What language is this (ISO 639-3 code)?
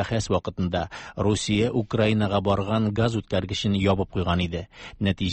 tat